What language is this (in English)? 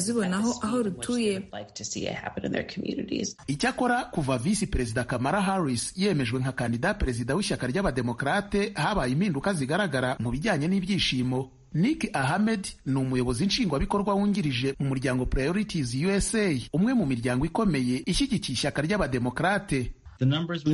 Kinyarwanda